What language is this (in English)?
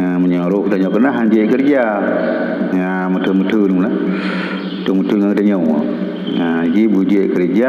Achinese